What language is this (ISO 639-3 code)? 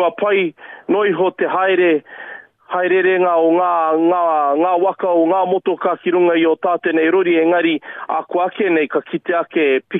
mri